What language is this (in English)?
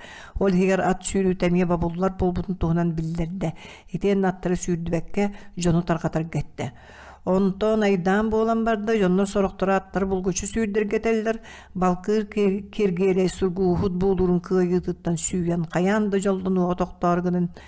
Yakut